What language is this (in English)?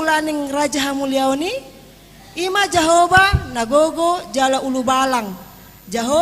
Batak Toba